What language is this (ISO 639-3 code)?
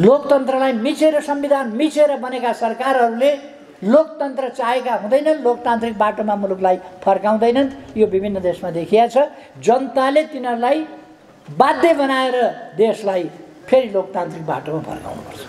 nep